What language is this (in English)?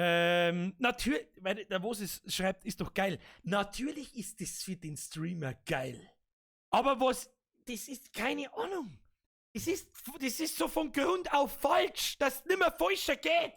Bavarian